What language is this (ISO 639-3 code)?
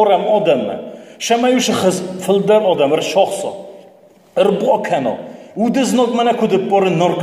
oss